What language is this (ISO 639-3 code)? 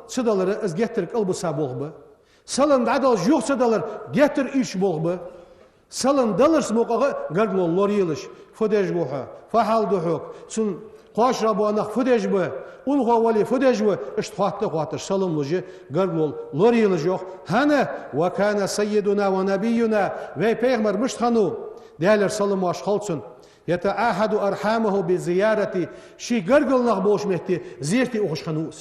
inh